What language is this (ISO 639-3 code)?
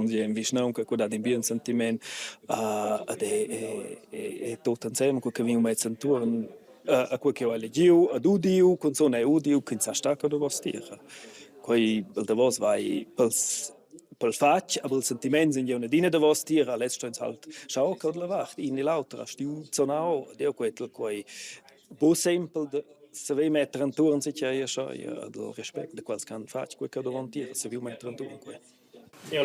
roh